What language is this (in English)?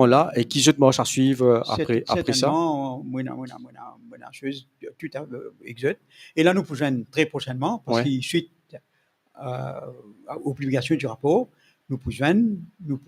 Morisyen